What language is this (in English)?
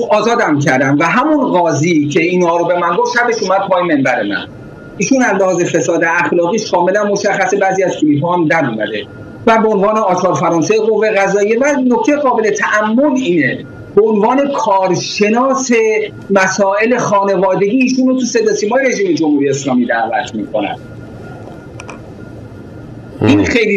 Persian